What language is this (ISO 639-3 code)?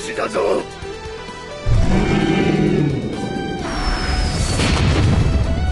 jpn